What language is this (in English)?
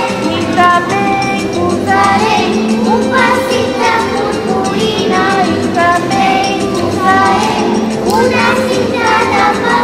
Catalan